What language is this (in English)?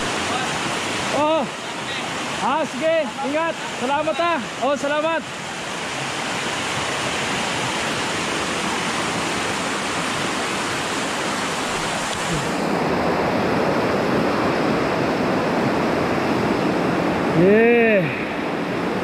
Filipino